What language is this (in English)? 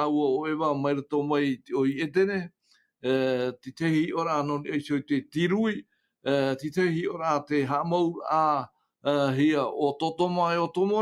Tahitian